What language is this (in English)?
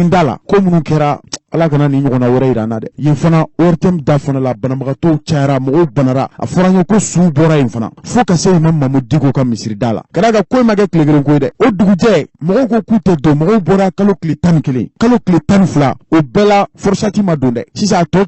Bambara